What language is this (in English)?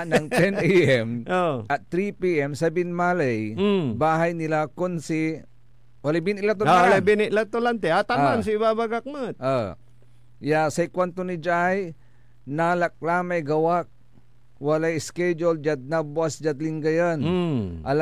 Pangasinan